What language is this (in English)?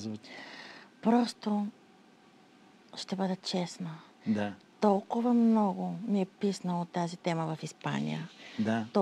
Bulgarian